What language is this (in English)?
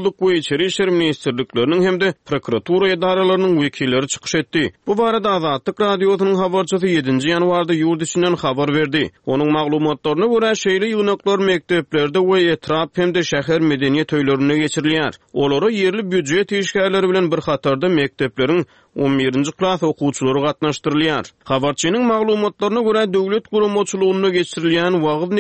Turkmen